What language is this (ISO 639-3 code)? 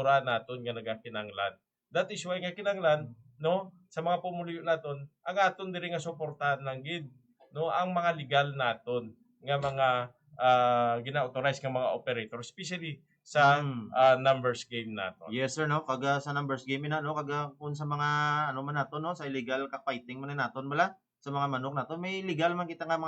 hil